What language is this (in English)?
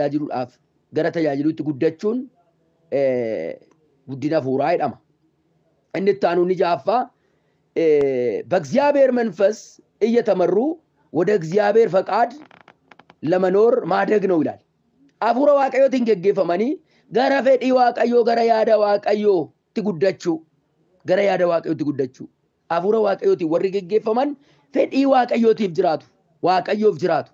Oromo